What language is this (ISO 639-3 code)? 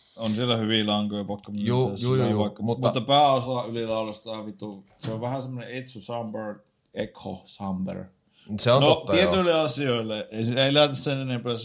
fin